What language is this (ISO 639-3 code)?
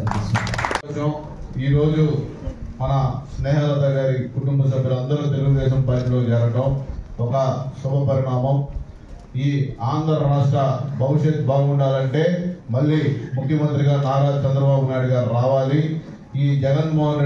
tel